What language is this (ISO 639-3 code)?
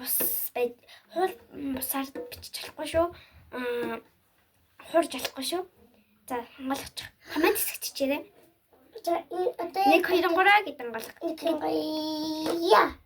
mon